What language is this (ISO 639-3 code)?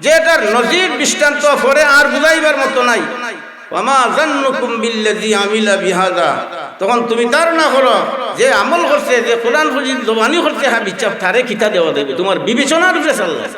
syl